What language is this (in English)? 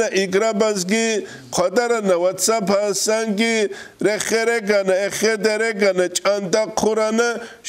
Avaric